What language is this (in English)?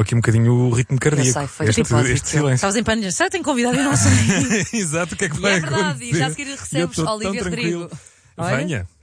Portuguese